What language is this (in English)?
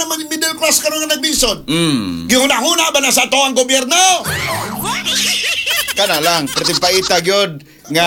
Cebuano